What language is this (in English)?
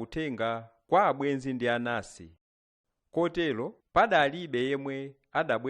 Nyanja